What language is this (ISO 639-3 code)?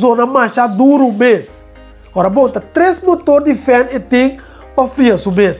pap